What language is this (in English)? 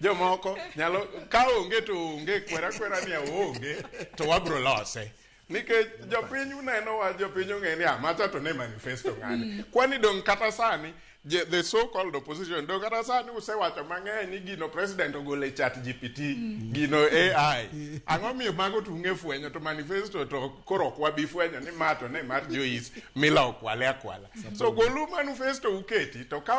Luo (Kenya and Tanzania)